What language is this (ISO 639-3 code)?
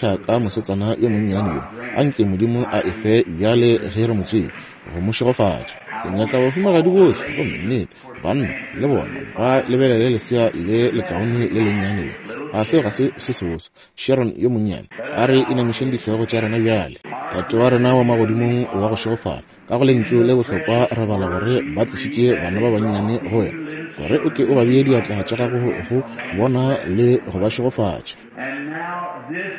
nso